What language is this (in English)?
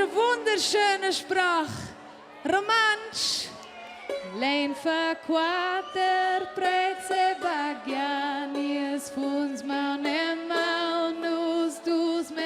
Romansh